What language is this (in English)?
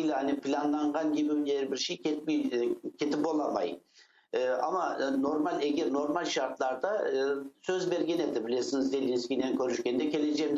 Crimean Tatar